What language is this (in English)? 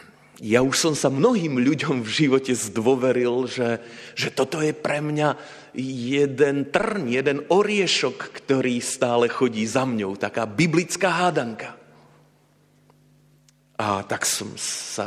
Slovak